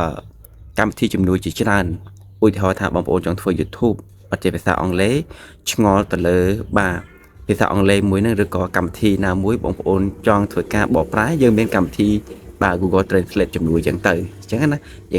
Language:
Khmer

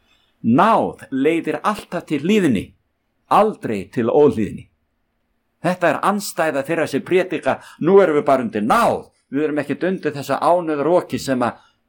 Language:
Icelandic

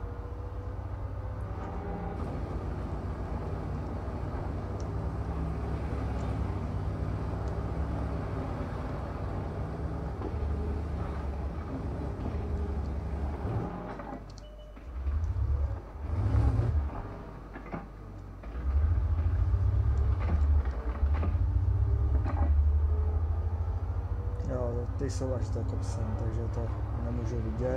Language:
Czech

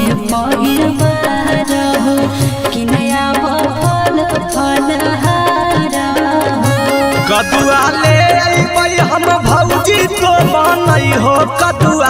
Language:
Magahi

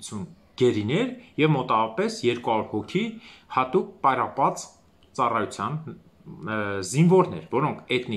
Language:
Armenian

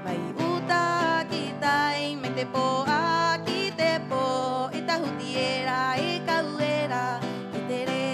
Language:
Rapanui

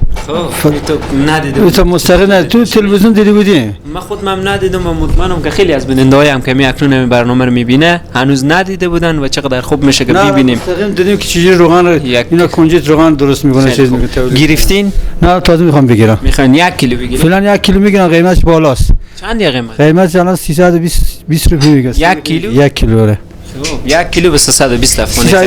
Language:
Persian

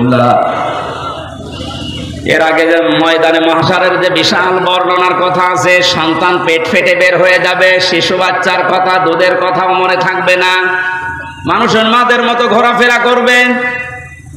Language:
Bangla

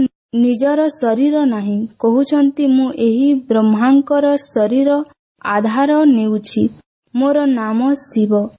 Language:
Odia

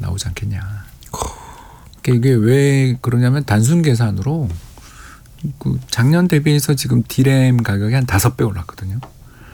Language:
Korean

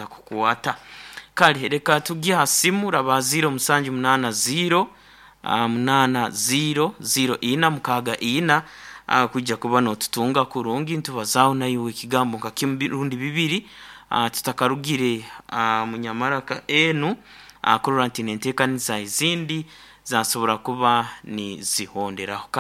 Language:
Nyoro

